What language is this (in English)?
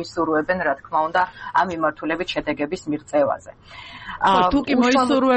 Georgian